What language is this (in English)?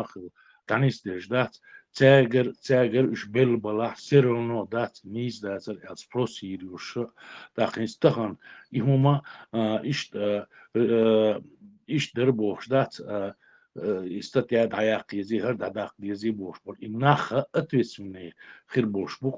Chechen